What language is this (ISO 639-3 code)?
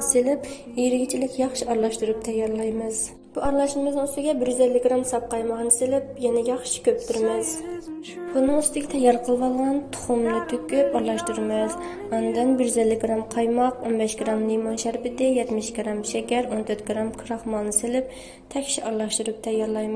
uig